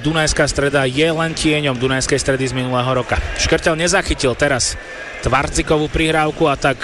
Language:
Slovak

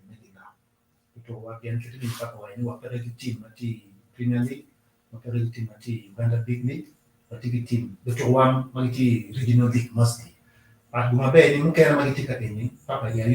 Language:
Acoli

